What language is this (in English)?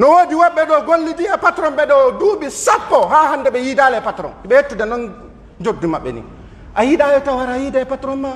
Pular